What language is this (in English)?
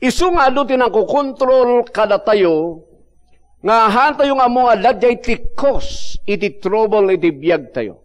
Iloko